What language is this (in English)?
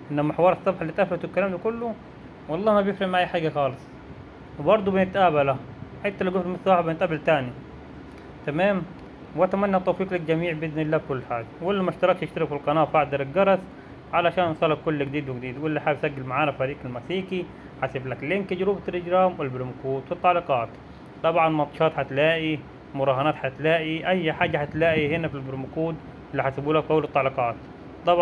Egyptian Arabic